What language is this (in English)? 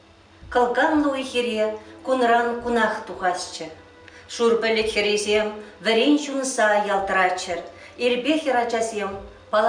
Chuvash